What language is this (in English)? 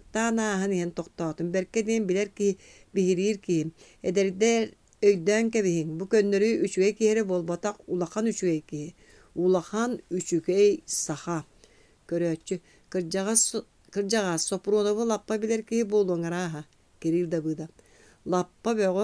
Yakut